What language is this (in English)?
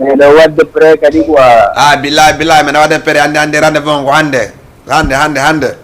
Fula